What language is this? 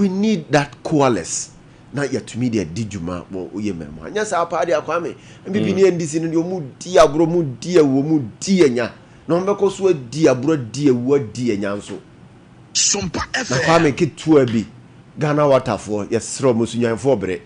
Akan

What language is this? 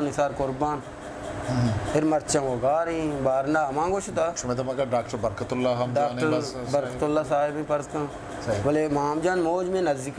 Eastern Balochi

